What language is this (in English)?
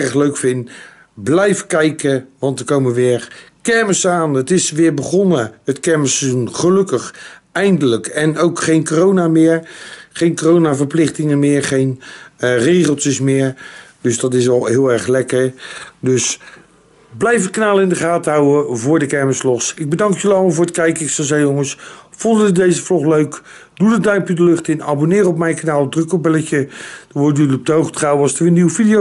Dutch